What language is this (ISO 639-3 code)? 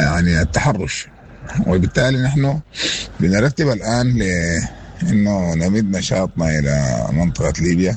apd